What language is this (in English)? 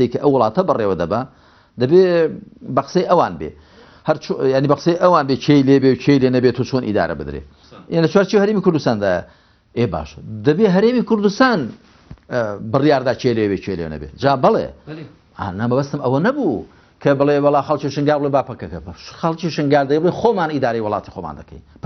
Central Kurdish